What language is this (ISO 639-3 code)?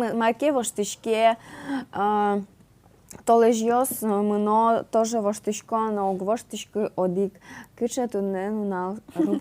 udm